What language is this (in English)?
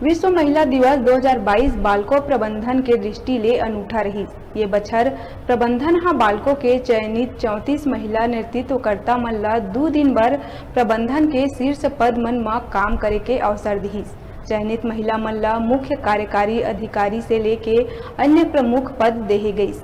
Chhattisgarhi